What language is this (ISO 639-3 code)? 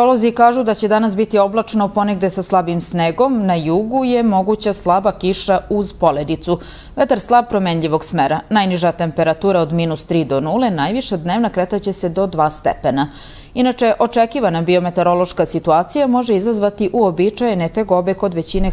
srp